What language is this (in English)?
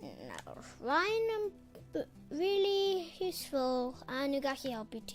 Welsh